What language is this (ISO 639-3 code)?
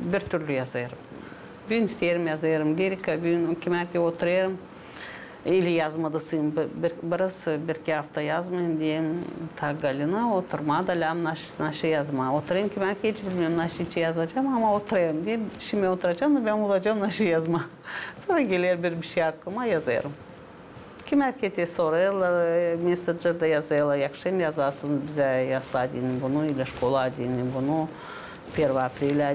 gag